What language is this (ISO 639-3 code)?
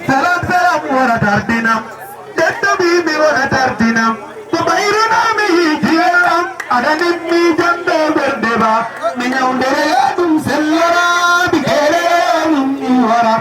ful